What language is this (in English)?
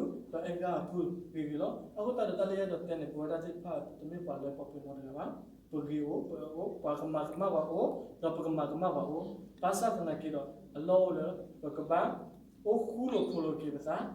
S'gaw Karen